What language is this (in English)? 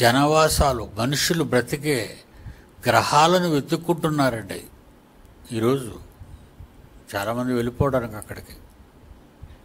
Telugu